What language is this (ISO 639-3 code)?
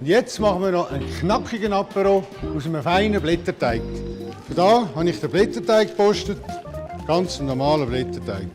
gsw